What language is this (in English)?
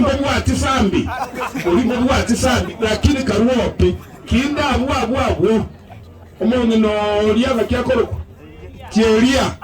Gusii